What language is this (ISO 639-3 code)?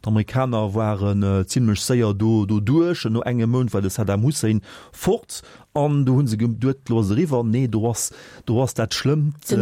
ltz